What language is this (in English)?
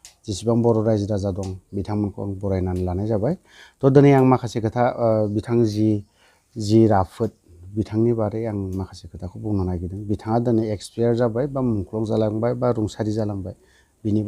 Bodo